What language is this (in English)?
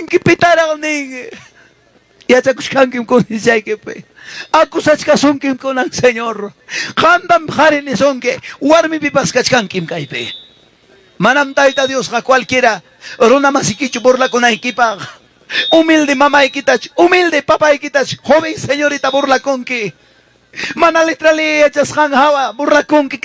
Ayacucho Quechua